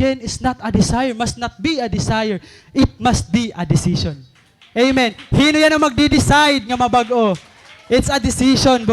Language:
Waray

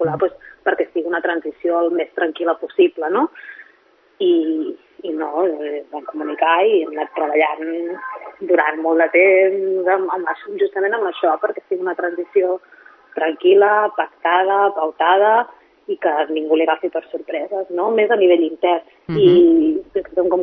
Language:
Catalan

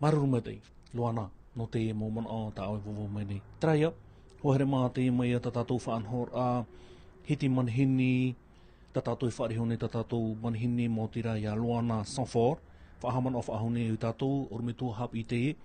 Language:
Tahitian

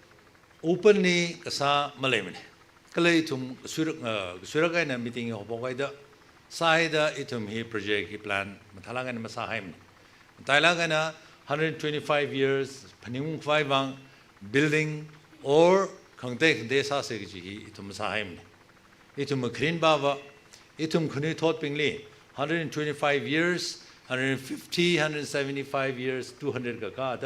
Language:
Tangkhul Naga (India)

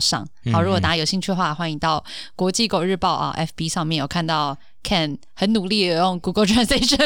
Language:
Chinese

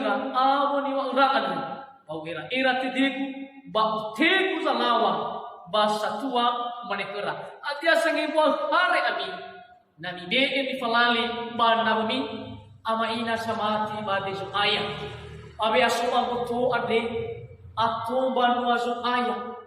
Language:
Nias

